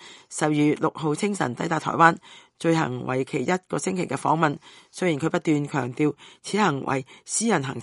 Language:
Cantonese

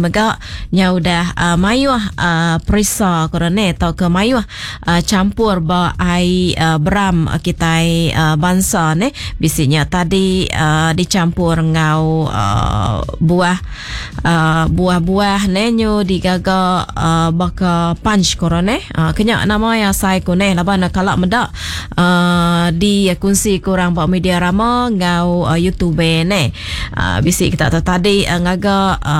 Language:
Iban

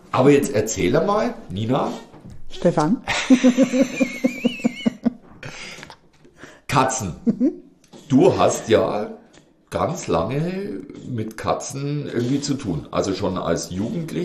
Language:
German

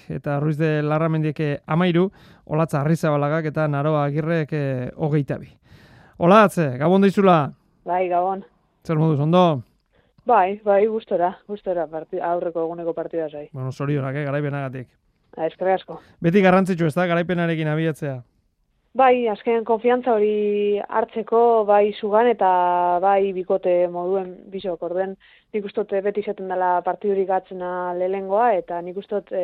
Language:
Basque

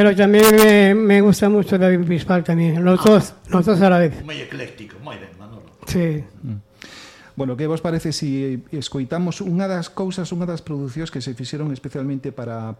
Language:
Galician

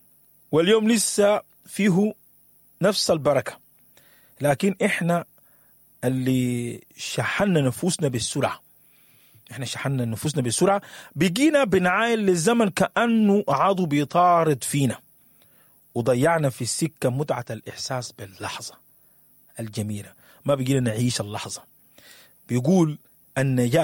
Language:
Sudanese Arabic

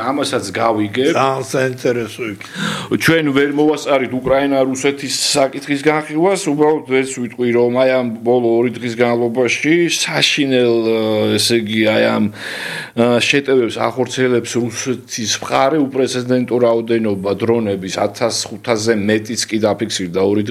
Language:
Georgian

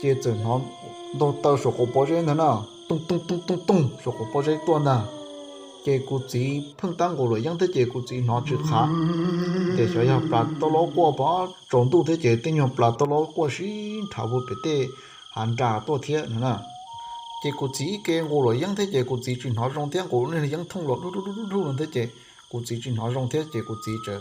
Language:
Hmong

